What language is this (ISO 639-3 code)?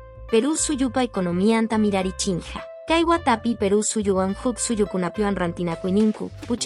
que